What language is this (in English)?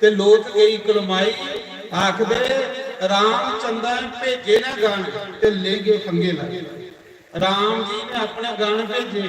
Dogri